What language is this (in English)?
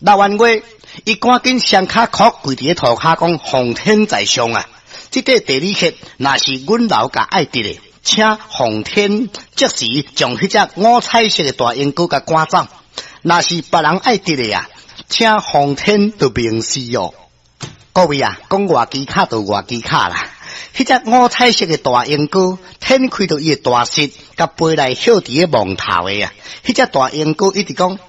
Min Nan Chinese